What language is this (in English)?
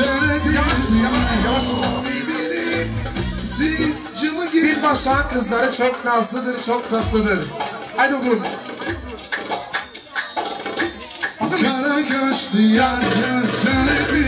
Turkish